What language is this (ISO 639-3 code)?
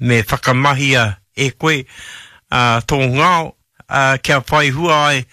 mri